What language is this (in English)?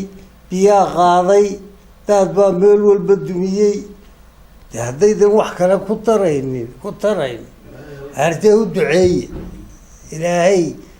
Somali